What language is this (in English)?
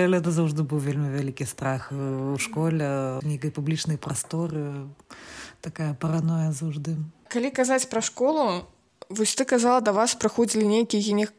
Belarusian